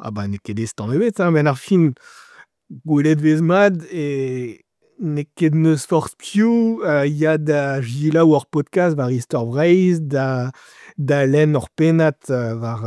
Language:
Breton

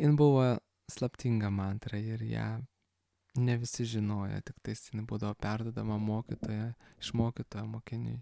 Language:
Lithuanian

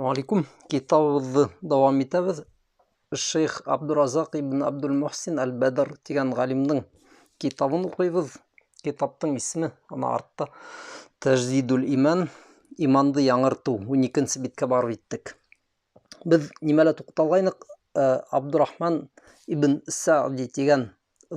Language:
Bashkir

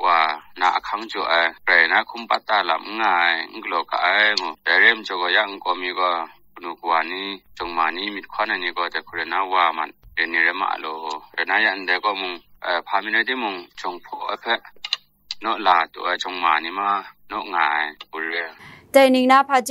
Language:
Kachin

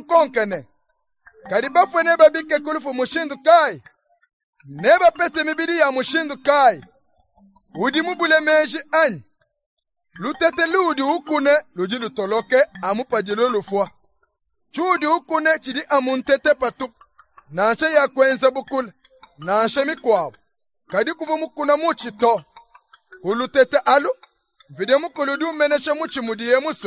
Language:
Luba-Lulua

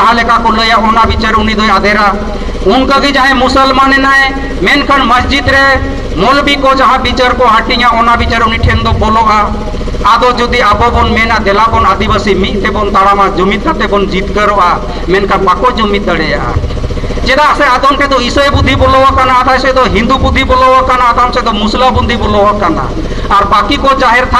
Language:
Santali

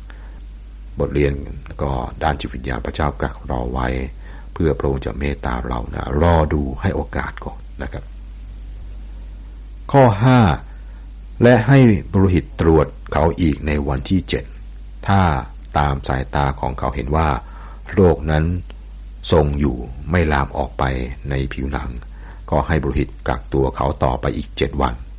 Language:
Thai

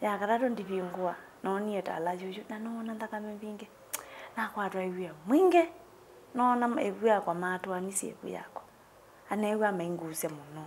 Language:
Kamba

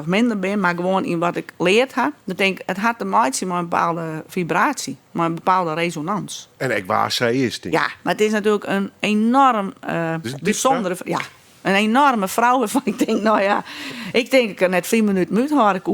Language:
Western Frisian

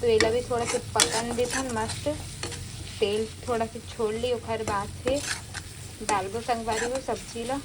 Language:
Chhattisgarhi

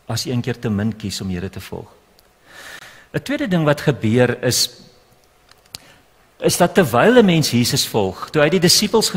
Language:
Afrikaans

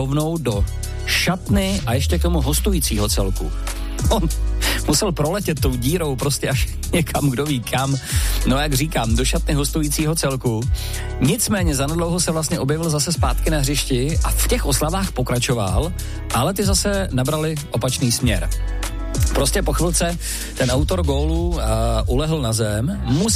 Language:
Czech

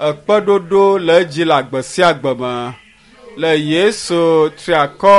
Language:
Ewe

